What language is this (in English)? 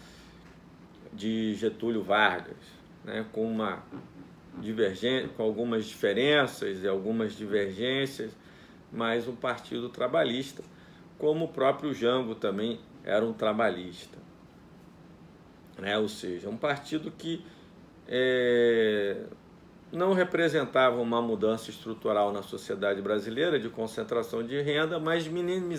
Portuguese